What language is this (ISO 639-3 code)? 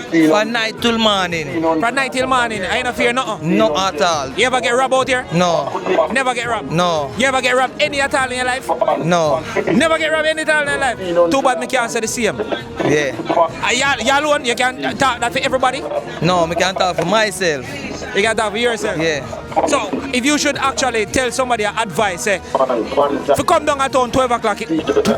jam